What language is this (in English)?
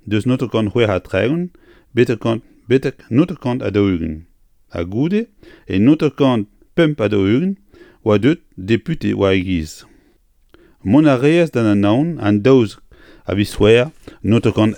Breton